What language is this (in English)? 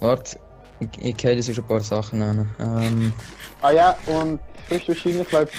Swiss German